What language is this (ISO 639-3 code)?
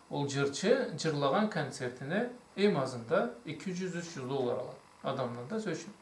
krc